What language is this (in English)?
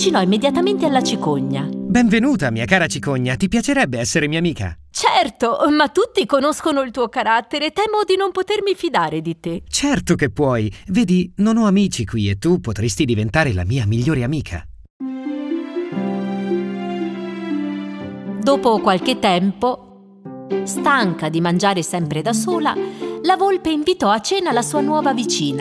Italian